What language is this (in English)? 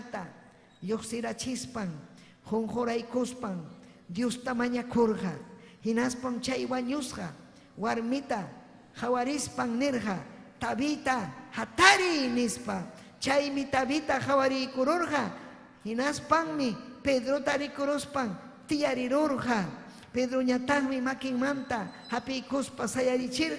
Ayacucho Quechua